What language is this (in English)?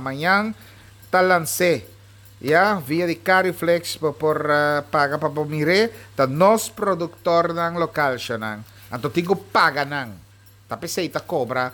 Papiamento